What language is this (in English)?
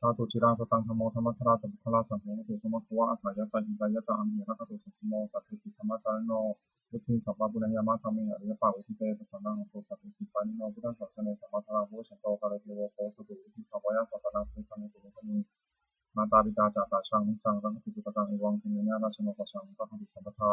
Pali